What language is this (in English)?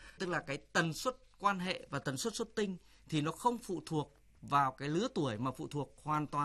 Vietnamese